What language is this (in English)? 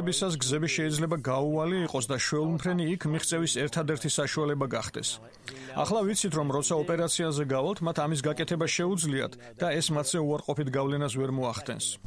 Georgian